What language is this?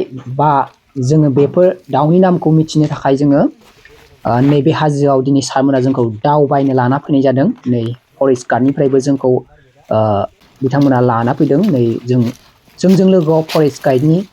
Bodo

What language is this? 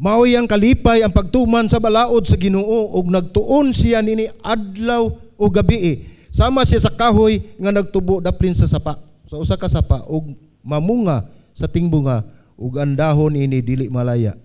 Cebuano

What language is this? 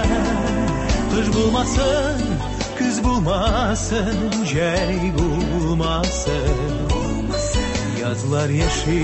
Tatar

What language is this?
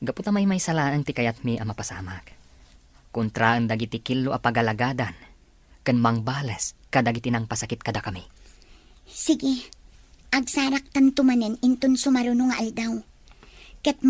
Iloko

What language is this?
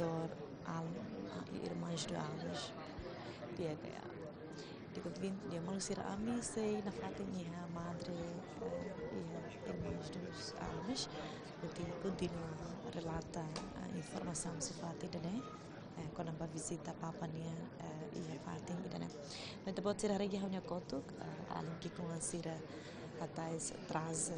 Tetum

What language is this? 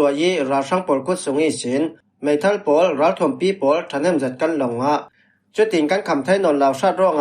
Falam Chin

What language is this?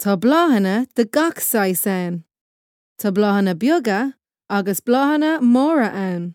Irish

